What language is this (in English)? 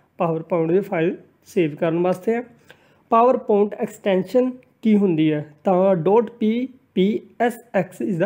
Punjabi